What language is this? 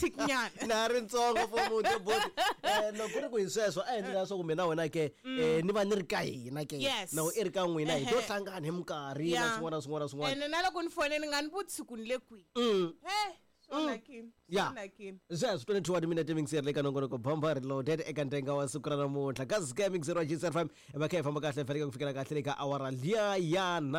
Tsonga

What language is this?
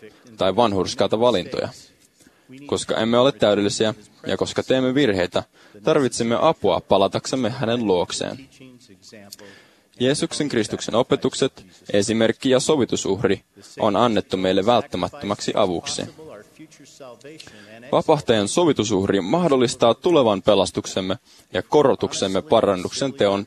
Finnish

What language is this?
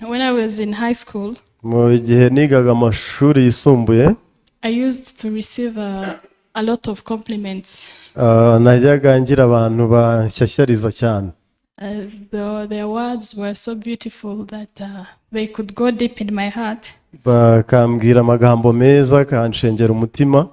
Kinyarwanda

